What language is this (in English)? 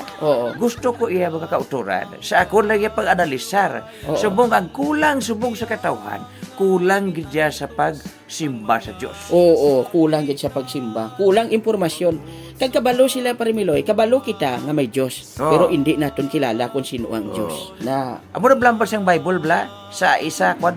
Hiligaynon